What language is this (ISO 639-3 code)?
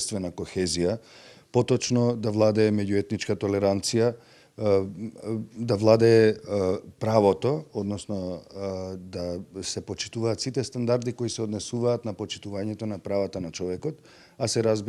mkd